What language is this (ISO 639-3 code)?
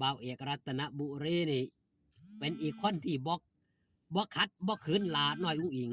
tts